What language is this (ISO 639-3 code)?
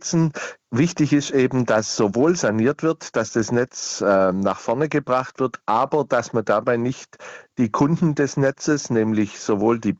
deu